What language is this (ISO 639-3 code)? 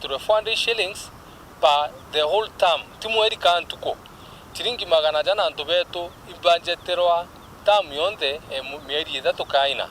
mer